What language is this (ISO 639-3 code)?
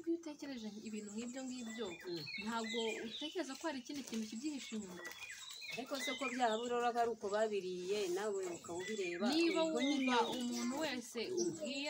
kin